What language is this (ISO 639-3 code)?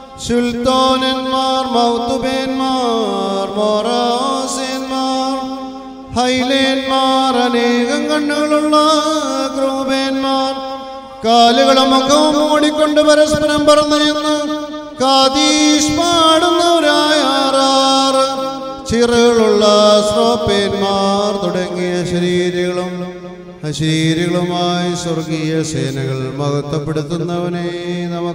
mal